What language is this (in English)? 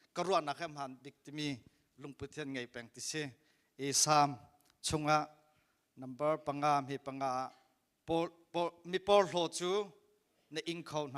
Hakha Chin